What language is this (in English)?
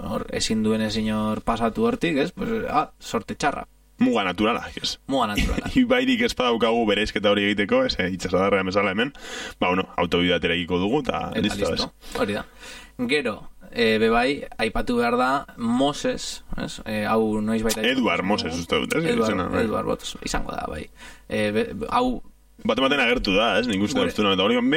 Basque